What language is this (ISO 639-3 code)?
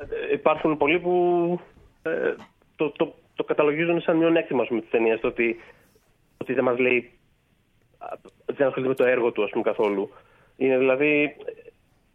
ell